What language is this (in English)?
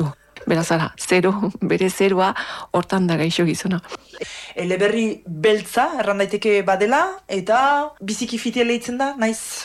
Basque